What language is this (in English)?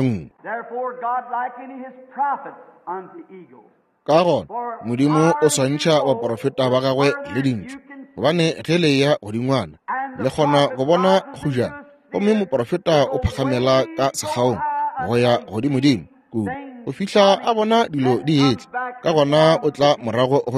Northern Sotho